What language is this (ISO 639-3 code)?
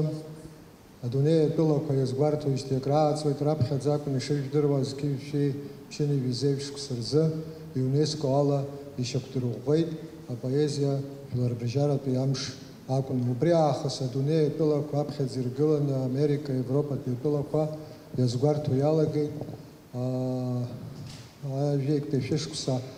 abk